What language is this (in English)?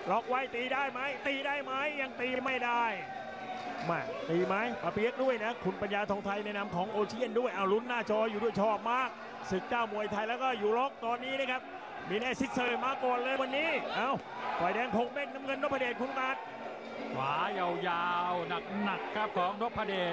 Thai